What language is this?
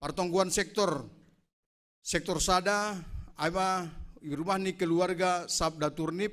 Batak Simalungun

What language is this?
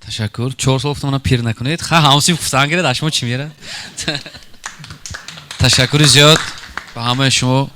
Tajik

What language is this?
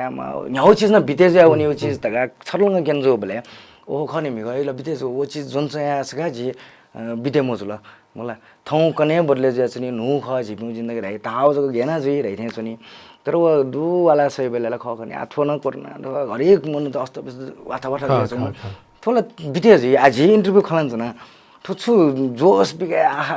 Newari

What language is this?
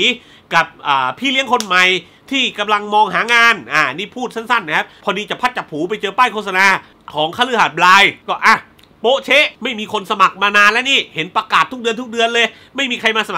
Thai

